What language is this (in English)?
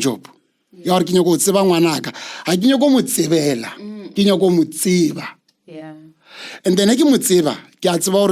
Northern Sotho